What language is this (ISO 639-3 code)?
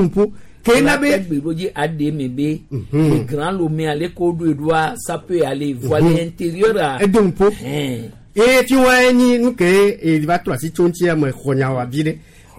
gej